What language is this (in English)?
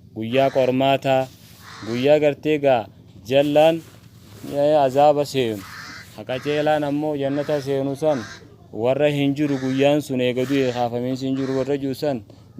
Oromo